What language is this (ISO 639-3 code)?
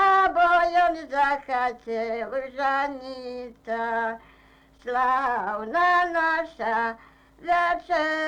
rus